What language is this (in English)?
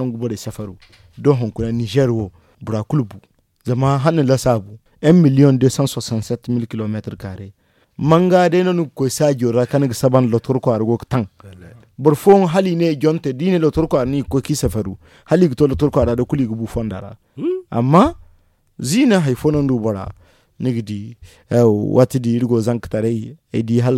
Zarma